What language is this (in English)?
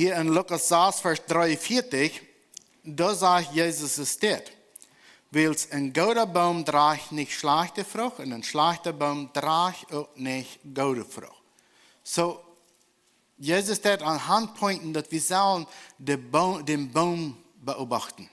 Plautdietsch